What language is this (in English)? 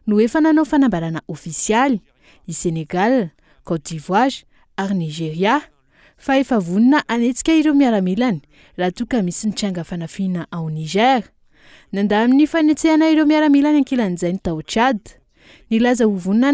Malagasy